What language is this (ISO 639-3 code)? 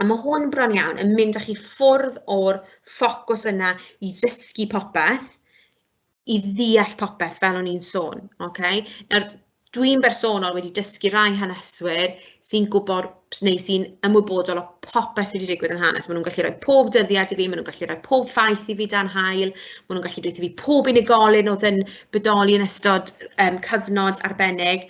cym